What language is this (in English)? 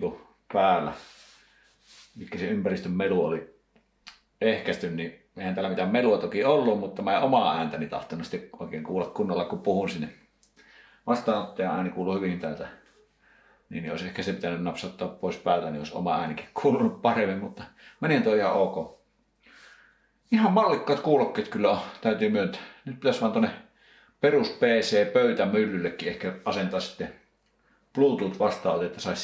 Finnish